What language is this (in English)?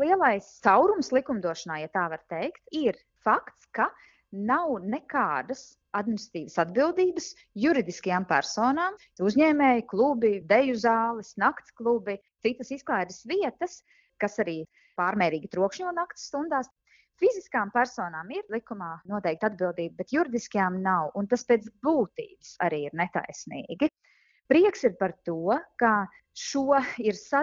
Latvian